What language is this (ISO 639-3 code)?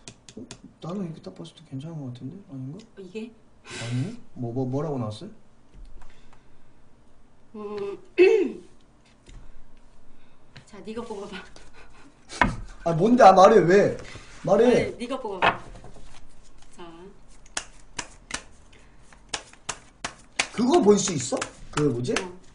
kor